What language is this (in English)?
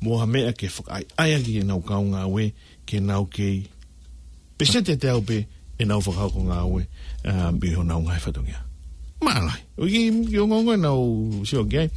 Tongan